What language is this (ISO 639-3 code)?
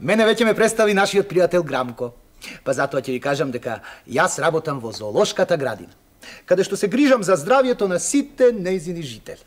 mkd